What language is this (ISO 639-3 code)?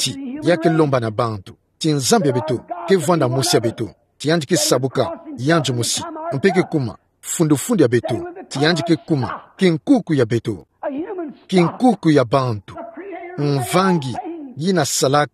ktu